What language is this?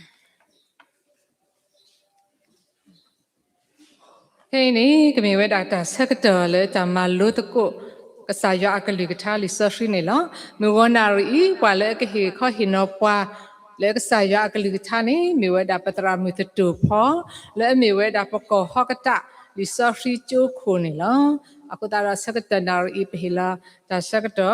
S'gaw Karen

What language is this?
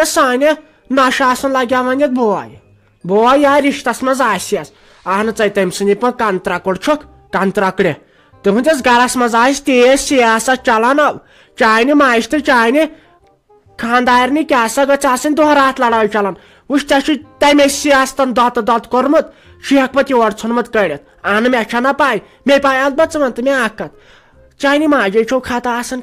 Kashmiri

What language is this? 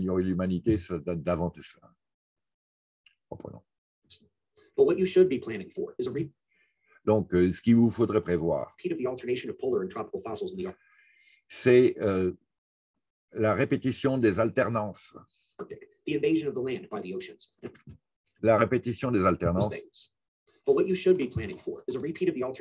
French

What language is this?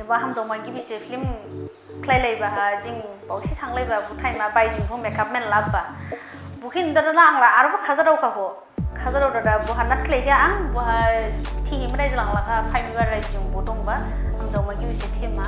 Dimasa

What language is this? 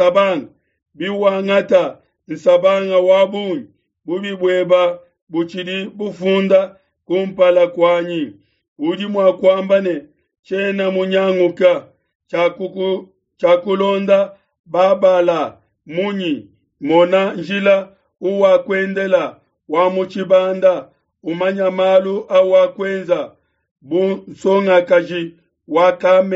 Luba-Lulua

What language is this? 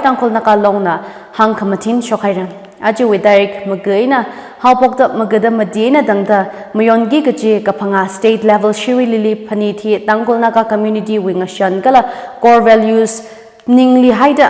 Tangkhul Naga (India)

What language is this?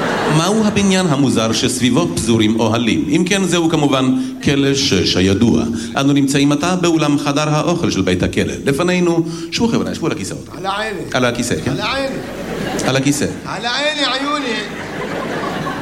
Hebrew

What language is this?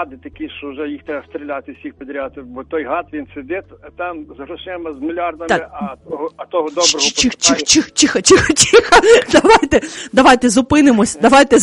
Ukrainian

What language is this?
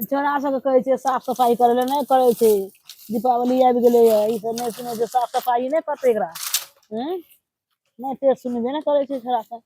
Maithili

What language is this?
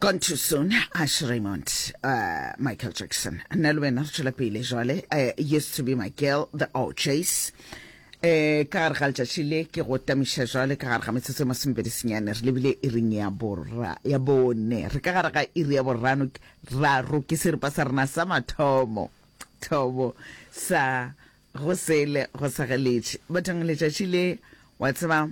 Northern Sotho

